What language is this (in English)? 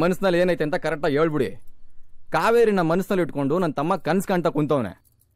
Kannada